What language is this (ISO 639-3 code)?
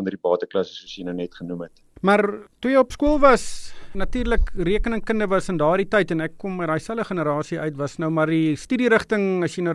afr